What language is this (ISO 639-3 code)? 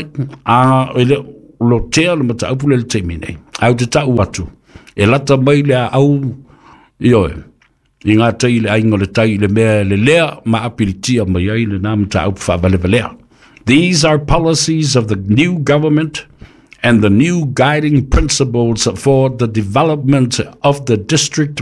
smo